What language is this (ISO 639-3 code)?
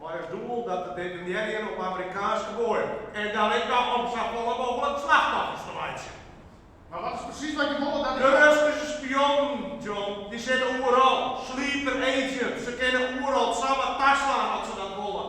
fry